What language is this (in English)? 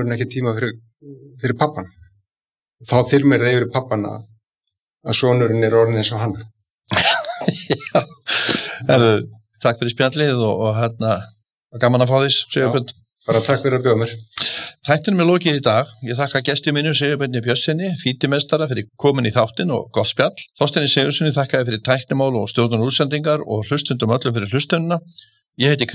Icelandic